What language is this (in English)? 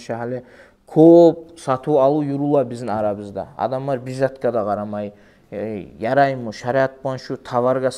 Kumyk